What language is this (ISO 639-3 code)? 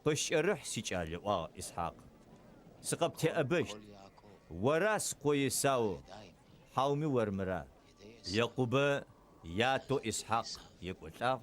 ady